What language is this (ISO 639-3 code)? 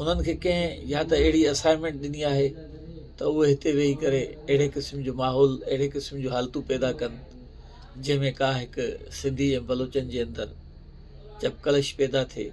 snd